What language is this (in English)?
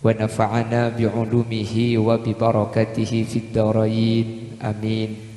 Madurese